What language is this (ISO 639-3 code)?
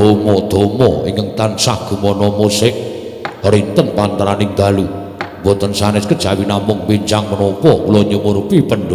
jav